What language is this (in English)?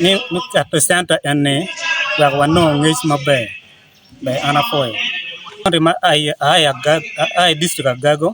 Acoli